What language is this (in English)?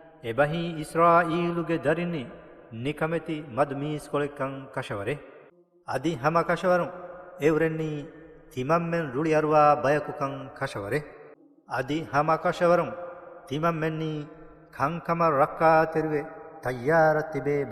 Divehi